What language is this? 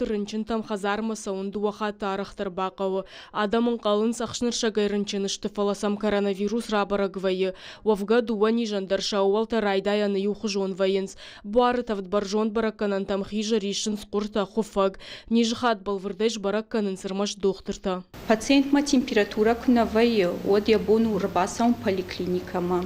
Ossetic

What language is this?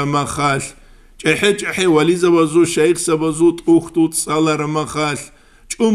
Avaric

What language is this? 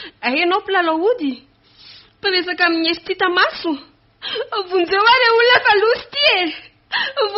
Malagasy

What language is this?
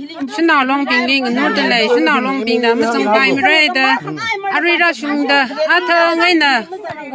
Tangkhul Naga (India)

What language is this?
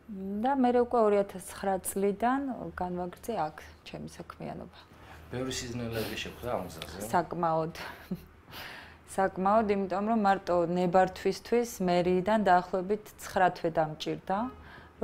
Georgian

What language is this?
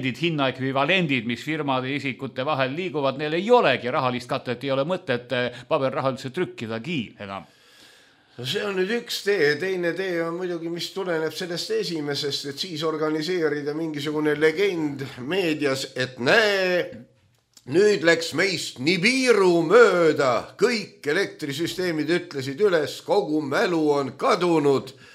Estonian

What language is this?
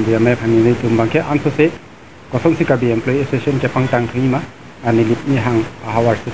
Karbi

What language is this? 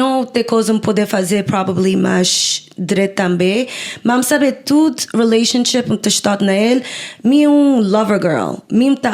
Kabuverdianu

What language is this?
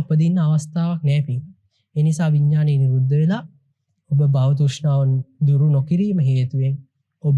Sinhala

